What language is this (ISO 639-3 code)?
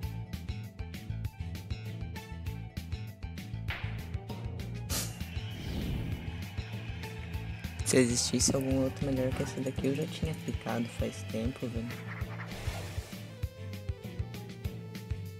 por